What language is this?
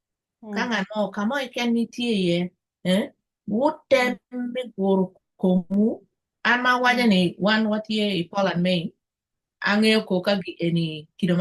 Acoli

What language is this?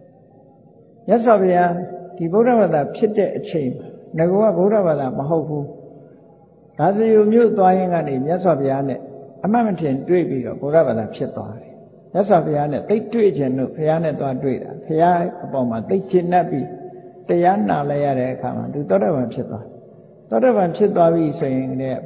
Burmese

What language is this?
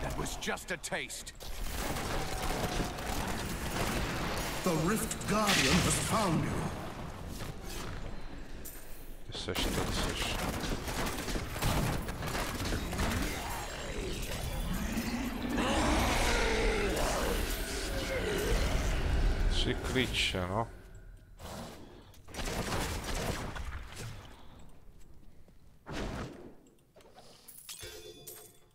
Czech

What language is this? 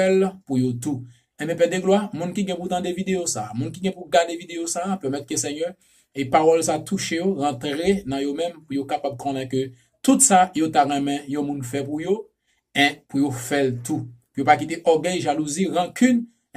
Haitian Creole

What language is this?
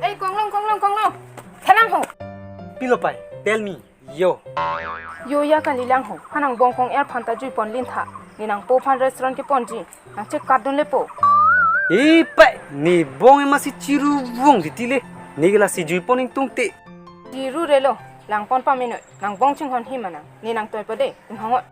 Karbi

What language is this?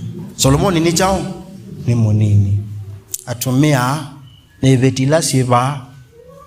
Kamba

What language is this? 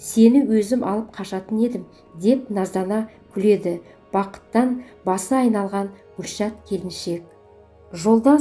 Kazakh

